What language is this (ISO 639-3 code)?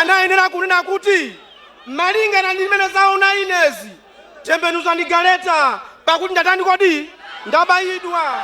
nya